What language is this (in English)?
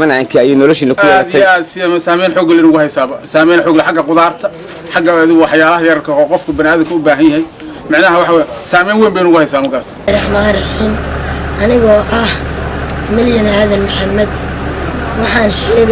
Somali